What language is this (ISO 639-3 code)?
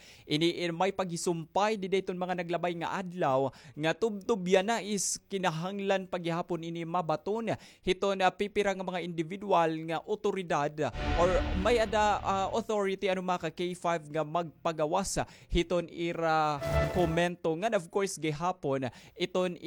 war